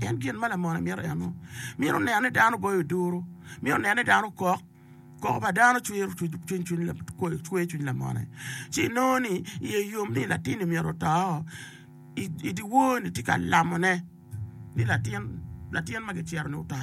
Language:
Acoli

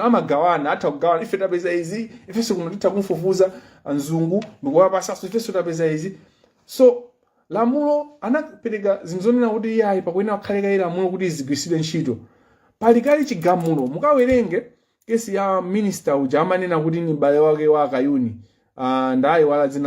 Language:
Nyanja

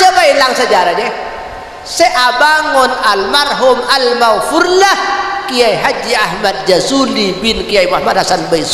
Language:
Madurese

